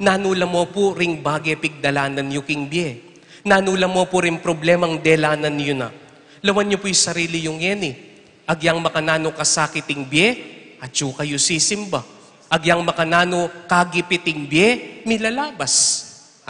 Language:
Pampanga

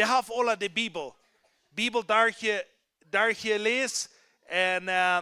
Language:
Plautdietsch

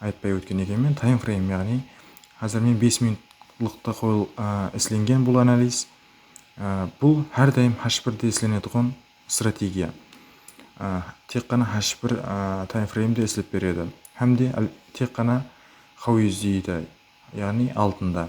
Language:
Kara-Kalpak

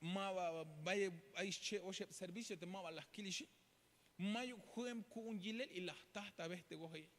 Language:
Tzeltal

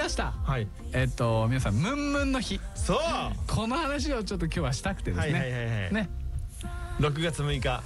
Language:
Japanese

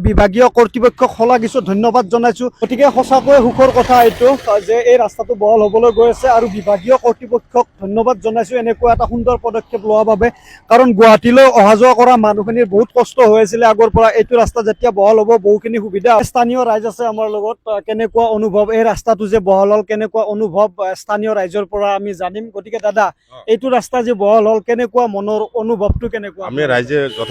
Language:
Assamese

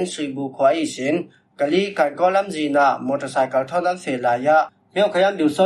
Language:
Falam Chin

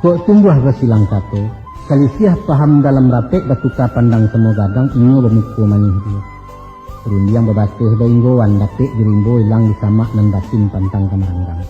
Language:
Minangkabau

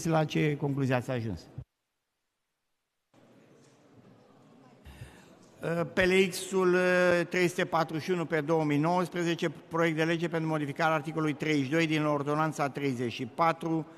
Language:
Romanian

